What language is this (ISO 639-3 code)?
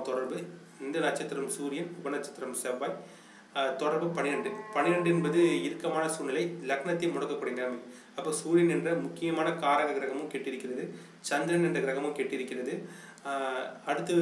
tam